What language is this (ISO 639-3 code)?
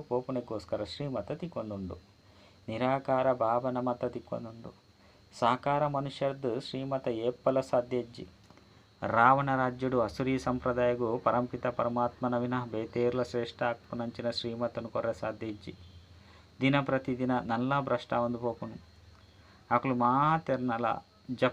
tcy